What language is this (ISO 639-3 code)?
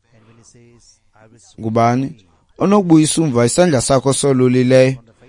xho